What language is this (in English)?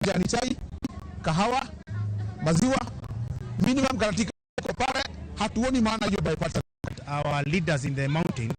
Luo (Kenya and Tanzania)